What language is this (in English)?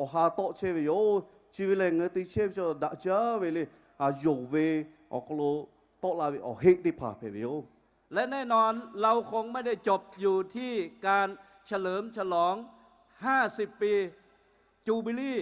Lahu